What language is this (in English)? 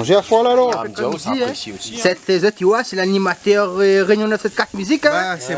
Réunion Creole French